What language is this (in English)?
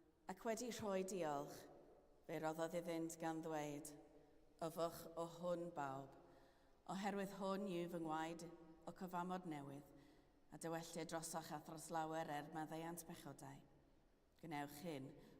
Welsh